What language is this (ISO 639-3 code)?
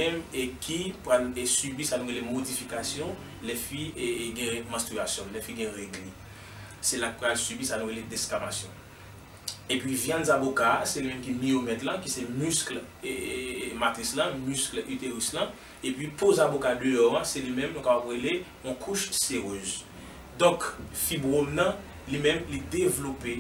hat